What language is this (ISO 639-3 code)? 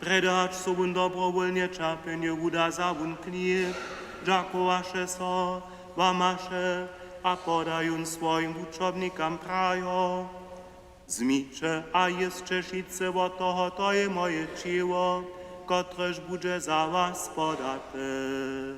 hsb